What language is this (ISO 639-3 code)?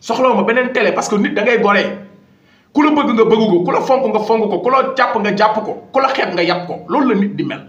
wol